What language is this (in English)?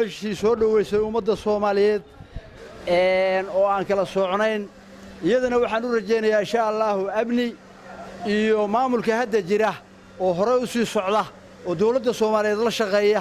Somali